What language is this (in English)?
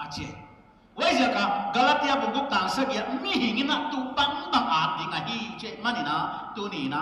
Paite Chin